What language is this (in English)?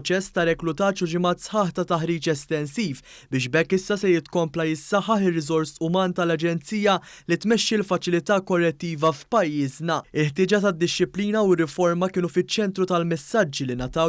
Maltese